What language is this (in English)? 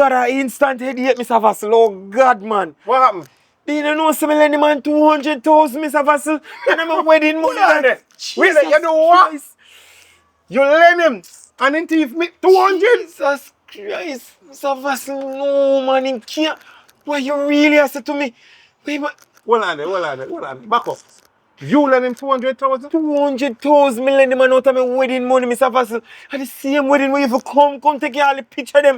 Jamaican Creole English